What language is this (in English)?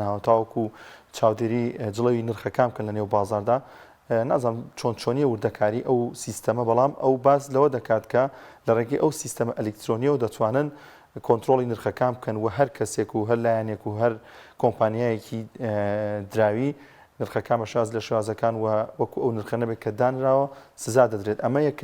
Central Kurdish